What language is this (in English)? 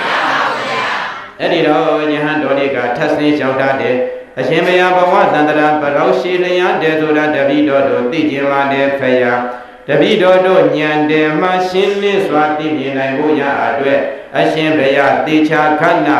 Burmese